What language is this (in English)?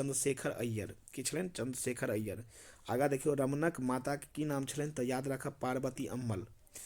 Maithili